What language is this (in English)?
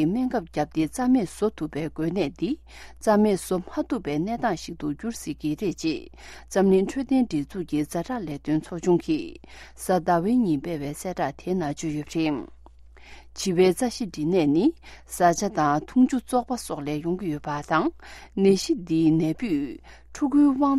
Tibetan